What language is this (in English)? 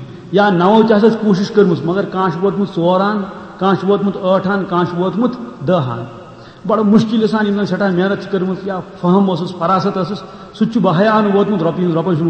Kashmiri